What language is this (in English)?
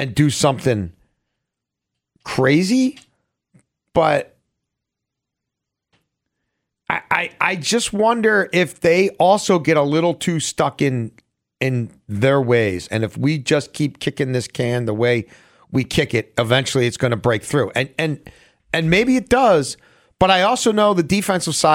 English